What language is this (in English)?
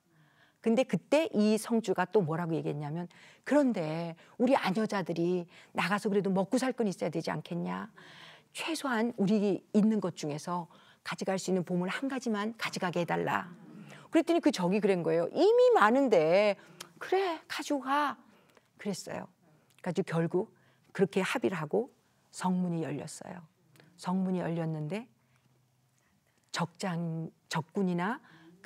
Korean